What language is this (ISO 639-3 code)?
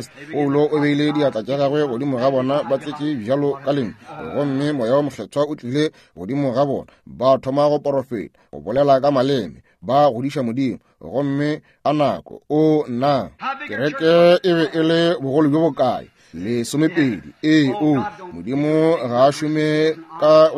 nso